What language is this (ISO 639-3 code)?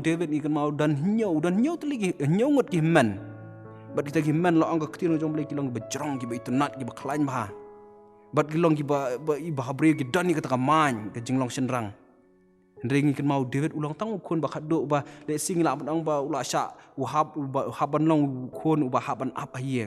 kha